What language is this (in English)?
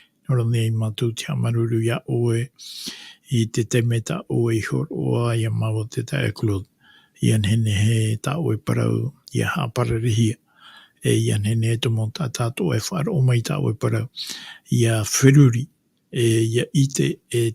Tahitian